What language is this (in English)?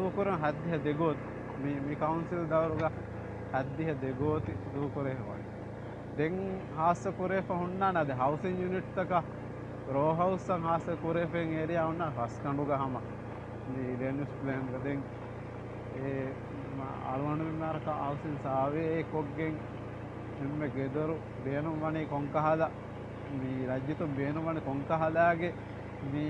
Divehi